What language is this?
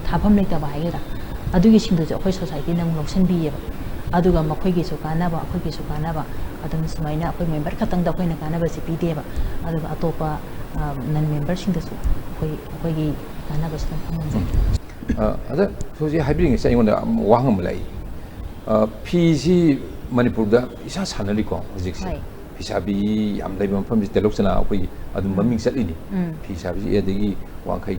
Manipuri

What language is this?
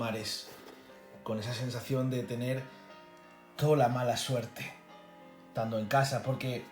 Asturian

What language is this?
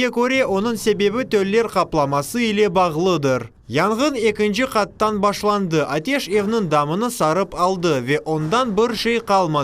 Crimean Tatar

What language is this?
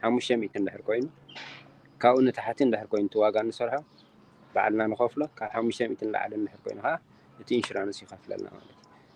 Tigrinya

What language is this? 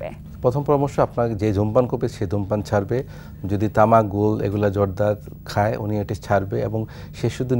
Bangla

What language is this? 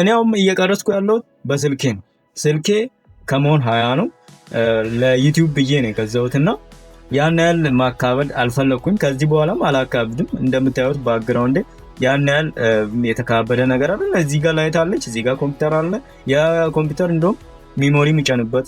Amharic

